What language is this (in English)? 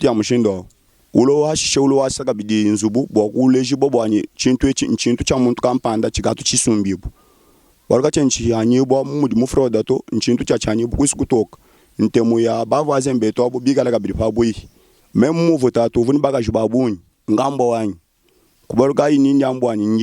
Luba-Lulua